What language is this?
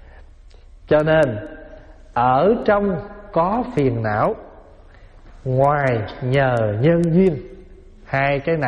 Vietnamese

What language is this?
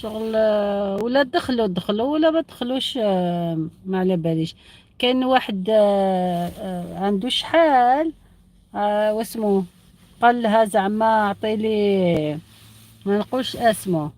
Algerian Arabic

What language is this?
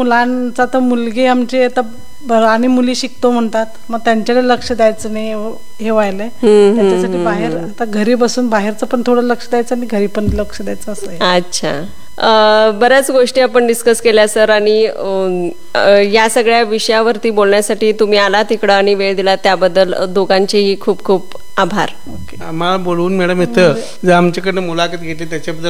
Marathi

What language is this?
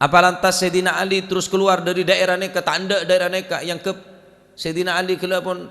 Madurese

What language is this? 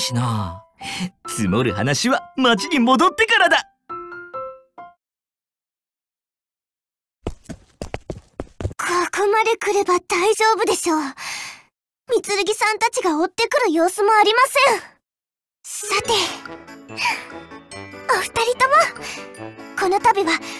Japanese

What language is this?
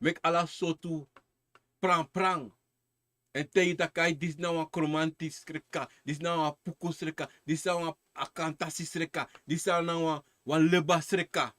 Sranan Tongo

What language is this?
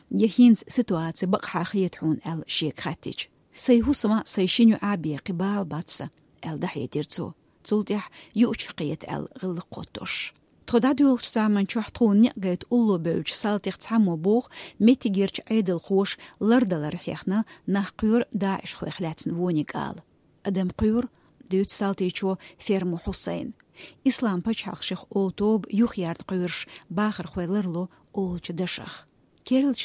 Chechen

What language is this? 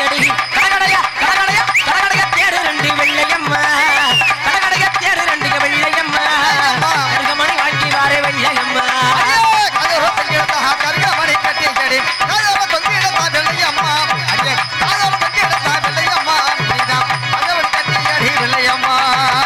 Tamil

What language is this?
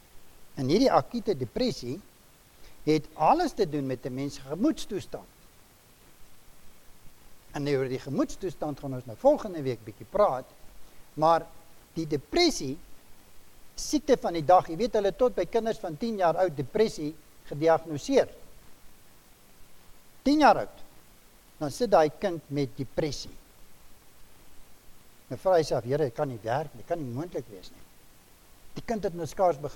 Afrikaans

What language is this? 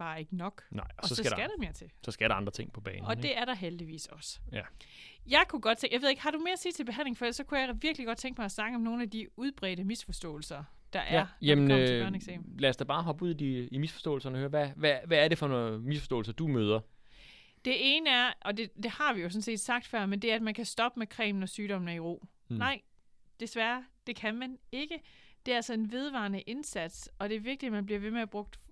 Danish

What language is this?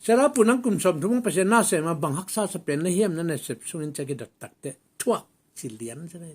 Tedim Chin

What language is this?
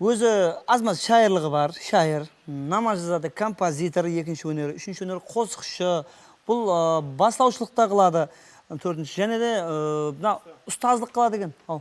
Kara-Kalpak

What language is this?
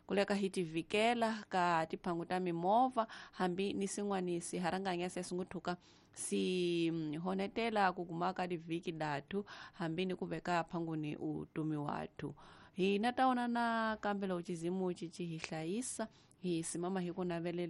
Tsonga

